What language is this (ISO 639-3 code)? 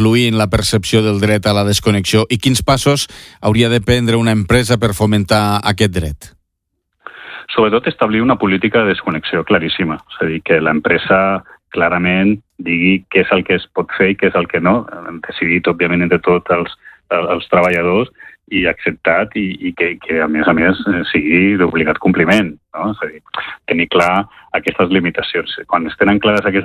cat